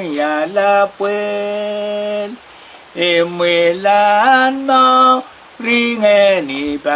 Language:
Pohnpeian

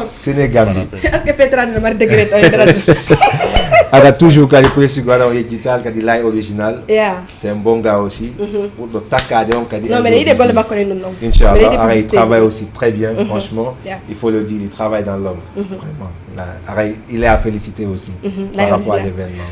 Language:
Fula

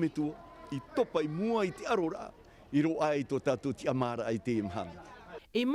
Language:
Tahitian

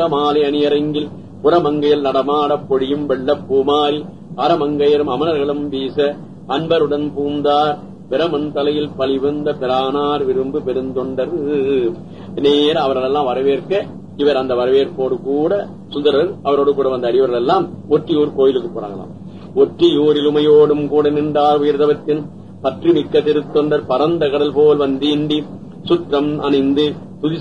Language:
Tamil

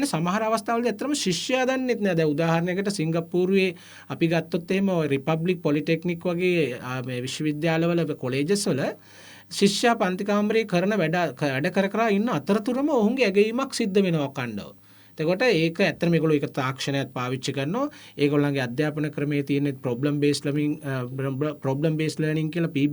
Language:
Sinhala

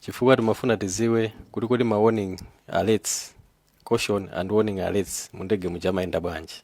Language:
Nyanja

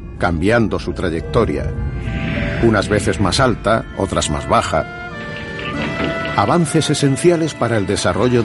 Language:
Spanish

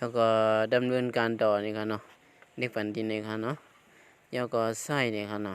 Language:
Shan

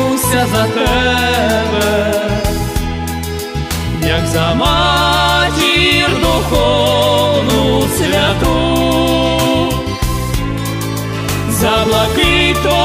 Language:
Ukrainian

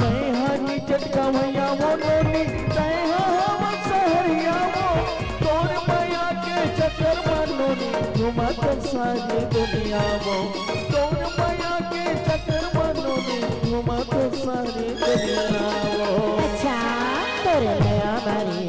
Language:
Chhattisgarhi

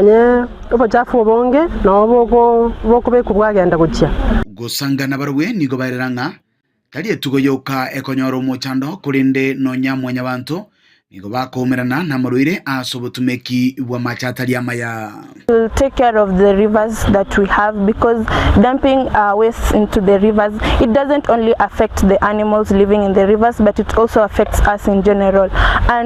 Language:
Gusii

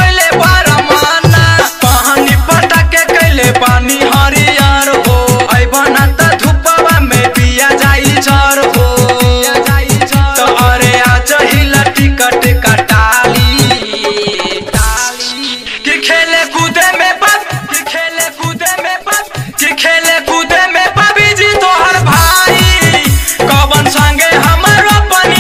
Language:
Bhojpuri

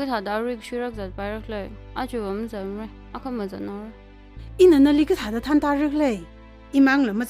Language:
Tangkhul Naga (India)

